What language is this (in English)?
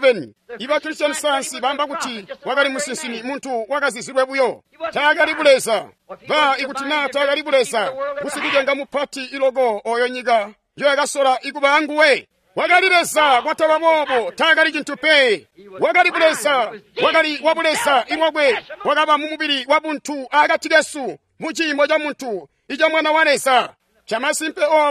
Tonga (Zambia)